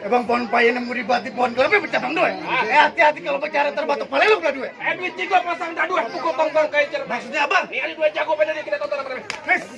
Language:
Betawi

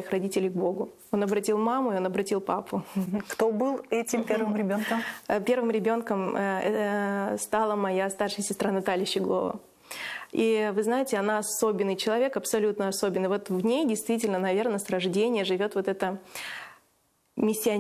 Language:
Russian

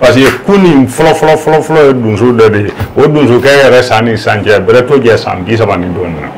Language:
Bambara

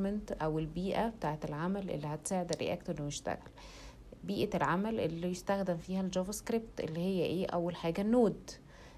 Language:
Egyptian Arabic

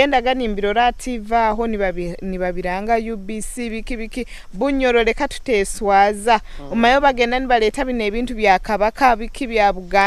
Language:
Nyoro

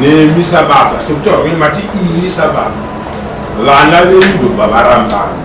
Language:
Shona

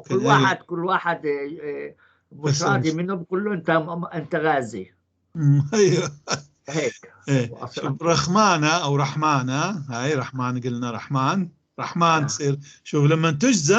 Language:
North Levantine Arabic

